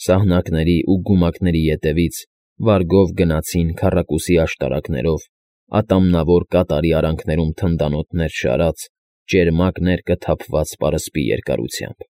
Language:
Armenian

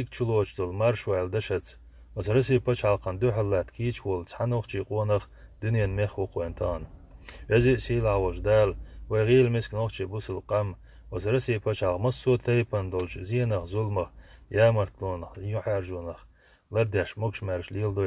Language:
Chechen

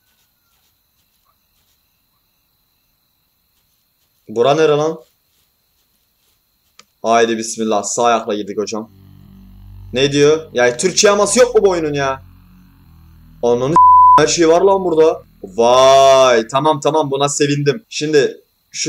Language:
Turkish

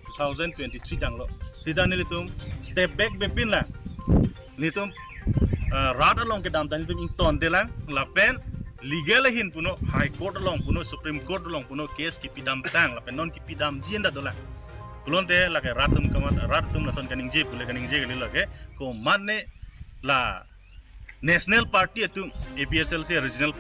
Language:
Karbi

